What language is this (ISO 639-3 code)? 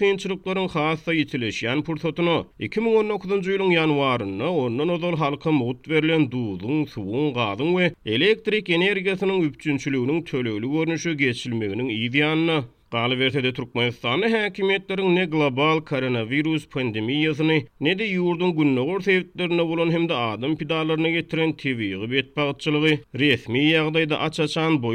tuk